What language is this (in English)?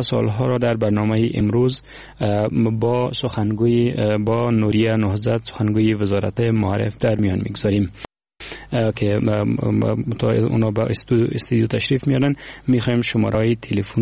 Persian